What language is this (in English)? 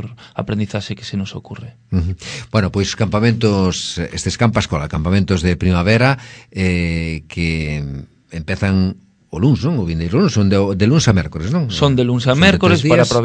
Galician